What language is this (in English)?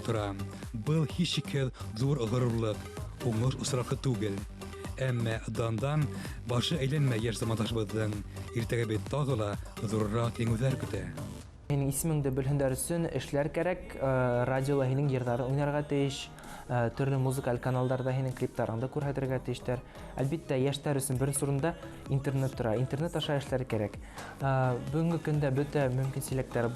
Bashkir